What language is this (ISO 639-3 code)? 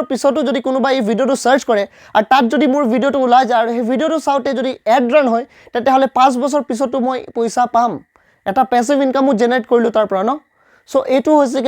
asm